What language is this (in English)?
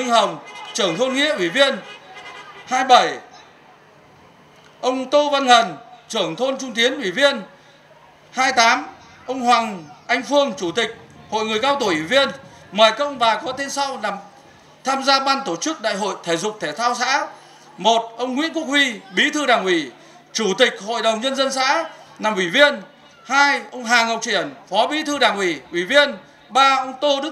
Vietnamese